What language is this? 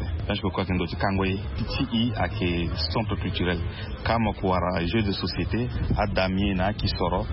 Sango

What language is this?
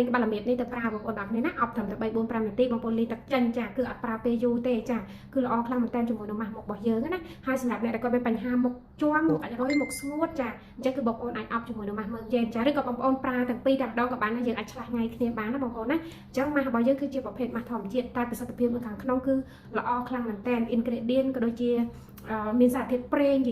Khmer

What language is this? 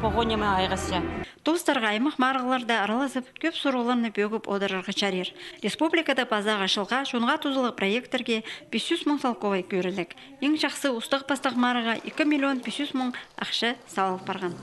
Khakas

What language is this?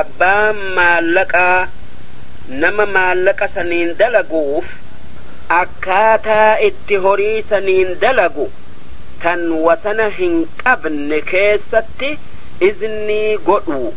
Oromo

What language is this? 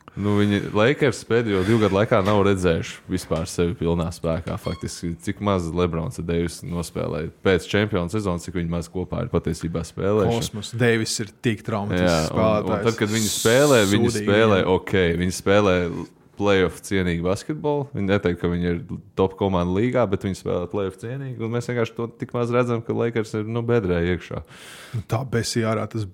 Latvian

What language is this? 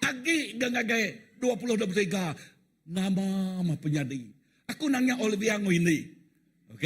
Iban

